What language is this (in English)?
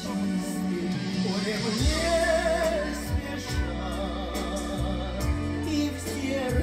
Russian